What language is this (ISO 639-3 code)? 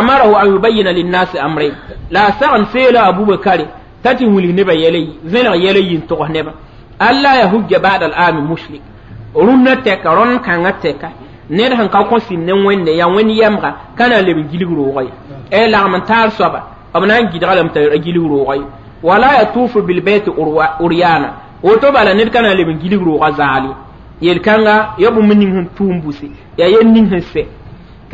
mos